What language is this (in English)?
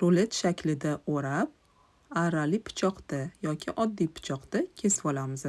Uzbek